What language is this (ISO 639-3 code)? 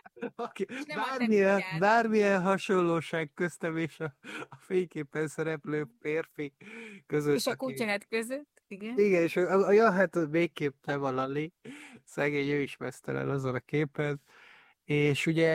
hun